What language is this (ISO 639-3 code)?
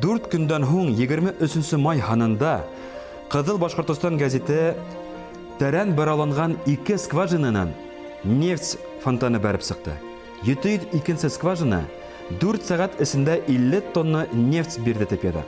bak